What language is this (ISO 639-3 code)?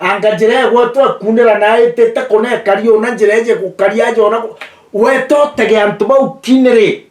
mer